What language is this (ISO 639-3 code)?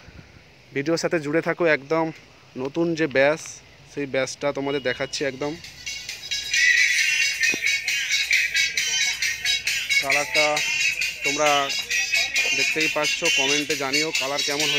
ben